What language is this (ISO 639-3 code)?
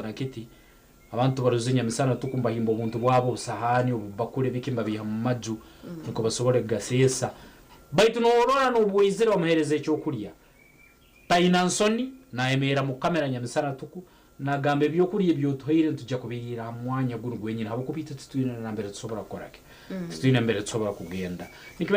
nyn